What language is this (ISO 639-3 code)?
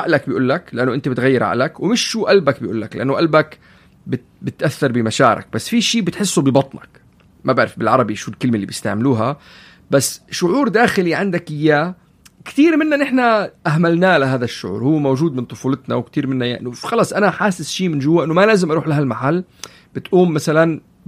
apc